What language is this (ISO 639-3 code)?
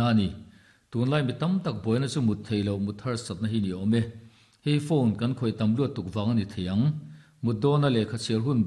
lus